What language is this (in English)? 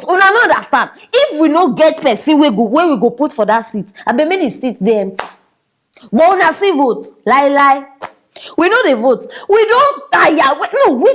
Nigerian Pidgin